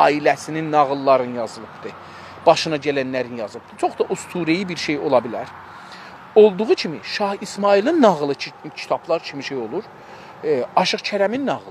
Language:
South Azerbaijani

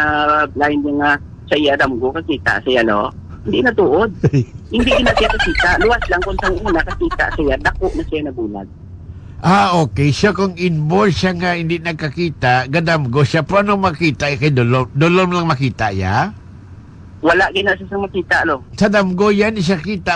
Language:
Hiligaynon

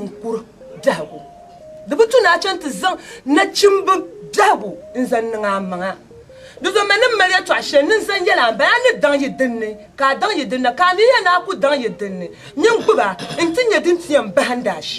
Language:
Dagbani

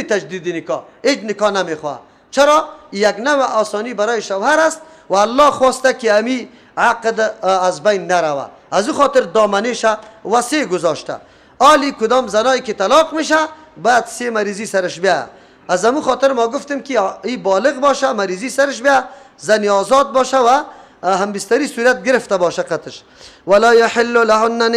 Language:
Persian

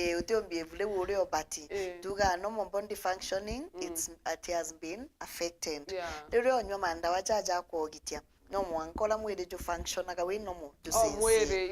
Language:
Meru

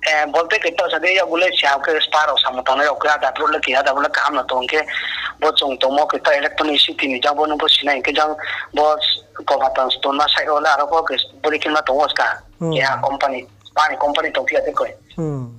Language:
Riang (India)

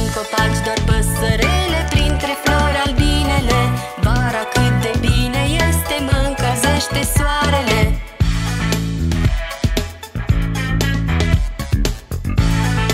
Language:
Romanian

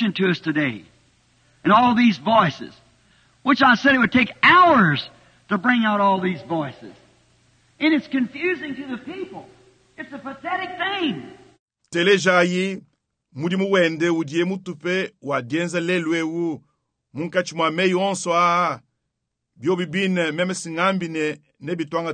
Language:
Luba-Lulua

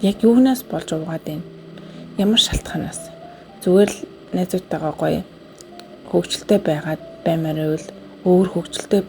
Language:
Mongolian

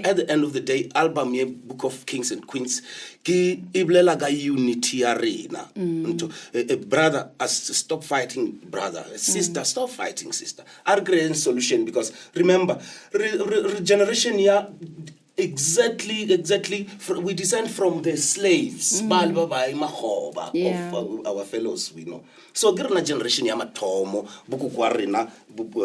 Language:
Northern Sotho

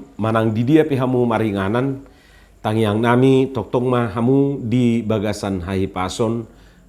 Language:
Batak Toba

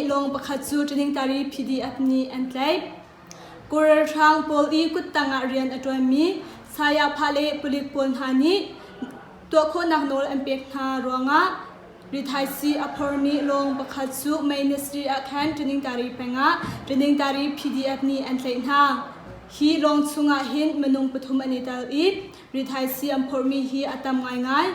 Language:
Hakha Chin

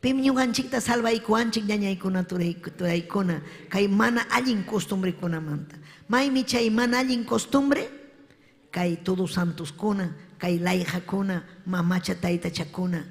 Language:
Ayacucho Quechua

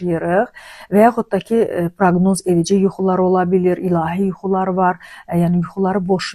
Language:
Azerbaijani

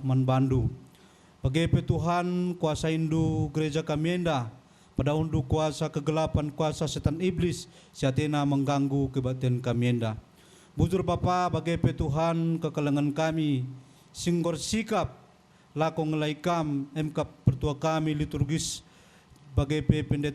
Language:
Batak Karo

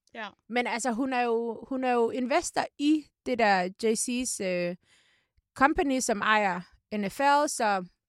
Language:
Danish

